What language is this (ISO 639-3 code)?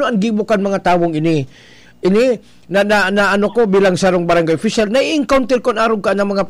bik